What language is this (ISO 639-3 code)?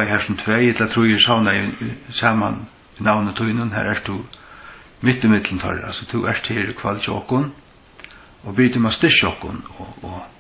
fao